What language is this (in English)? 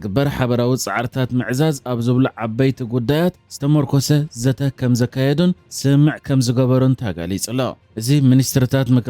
Tigrinya